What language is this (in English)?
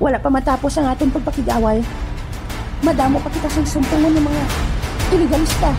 Hiligaynon